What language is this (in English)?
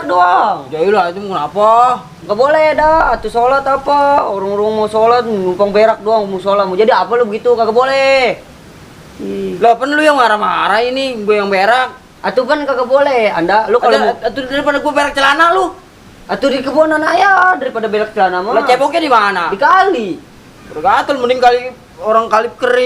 Betawi